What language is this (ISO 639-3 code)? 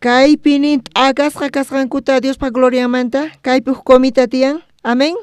quh